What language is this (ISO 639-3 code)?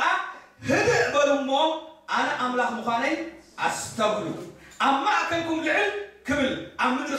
tir